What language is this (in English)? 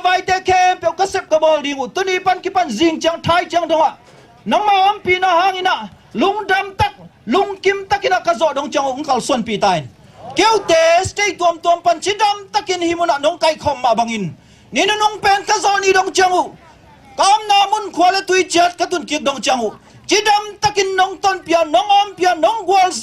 Tedim Chin